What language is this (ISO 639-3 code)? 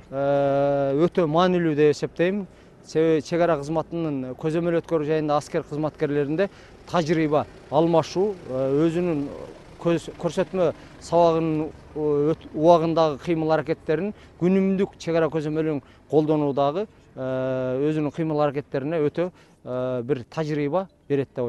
kir